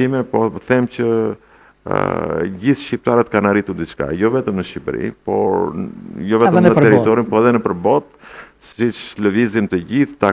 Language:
Albanian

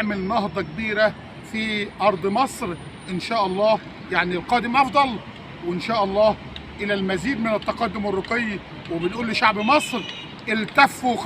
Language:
Egyptian Arabic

